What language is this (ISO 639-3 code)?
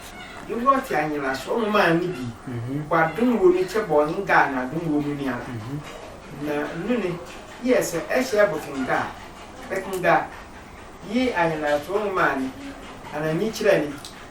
sfw